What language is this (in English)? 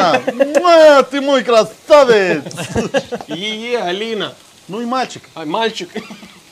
Romanian